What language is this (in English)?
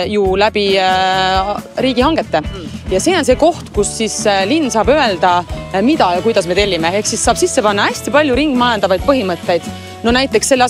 Estonian